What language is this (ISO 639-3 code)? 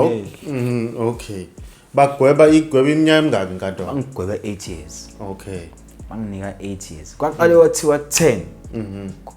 zul